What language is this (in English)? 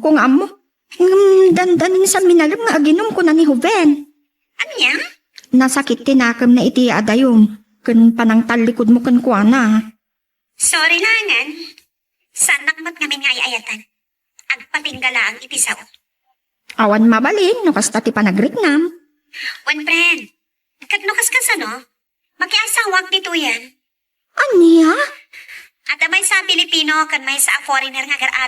Iloko